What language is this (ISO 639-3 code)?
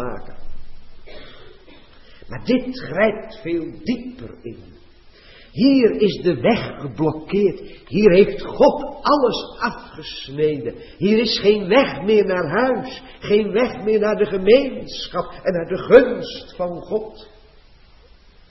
nld